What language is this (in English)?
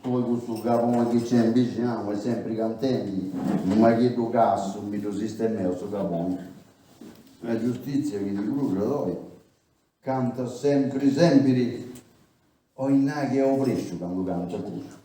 Sardinian